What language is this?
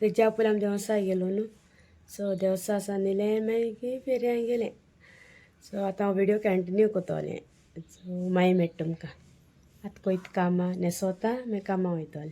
Konkani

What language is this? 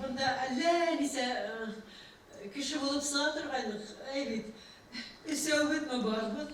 Bashkir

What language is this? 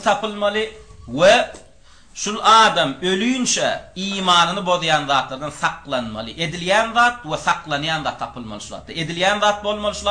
Turkmen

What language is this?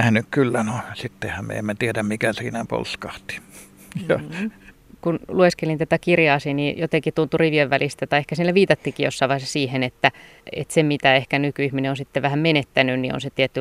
Finnish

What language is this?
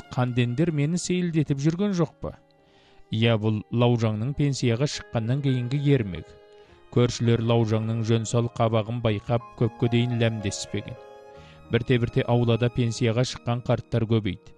Kazakh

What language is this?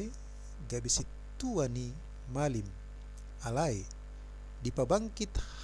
Batak Toba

